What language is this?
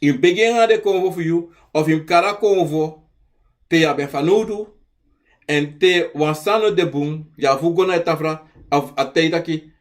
Sranan Tongo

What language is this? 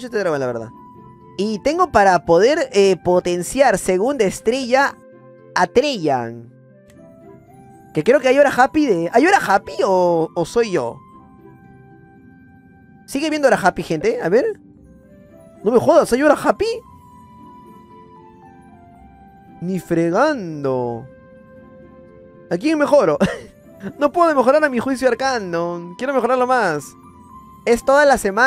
Spanish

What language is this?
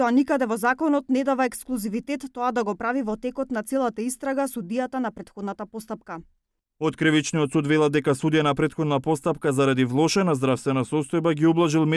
Macedonian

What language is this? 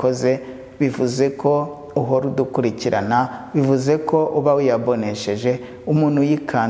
Kinyarwanda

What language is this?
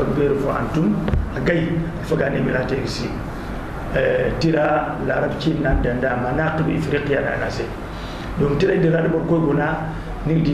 Zarma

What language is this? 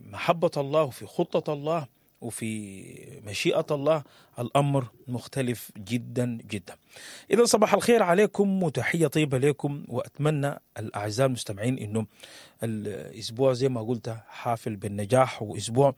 Sudanese Arabic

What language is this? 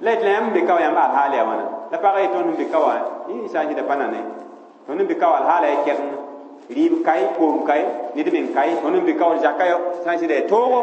Mossi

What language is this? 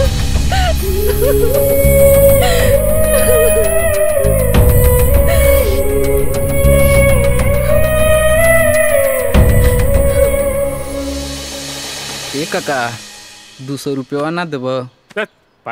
Bhojpuri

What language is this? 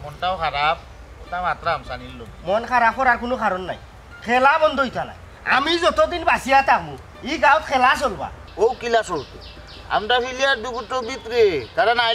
Sylheti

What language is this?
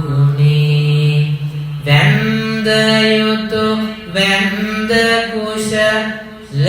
Sinhala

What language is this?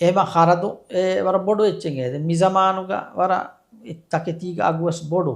Divehi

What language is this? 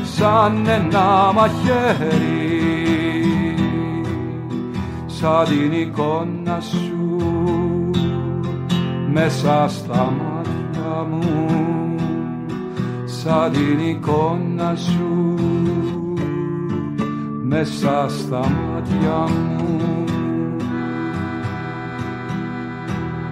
Greek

